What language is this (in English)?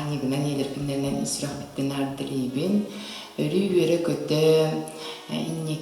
Yakut